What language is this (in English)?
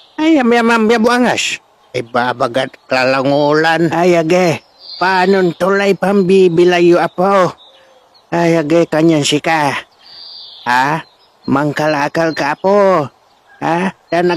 Pangasinan